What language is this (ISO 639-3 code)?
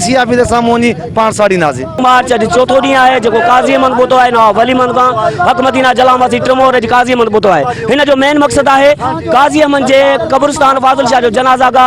snd